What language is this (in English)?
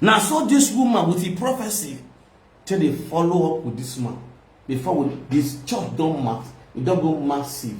Nigerian Pidgin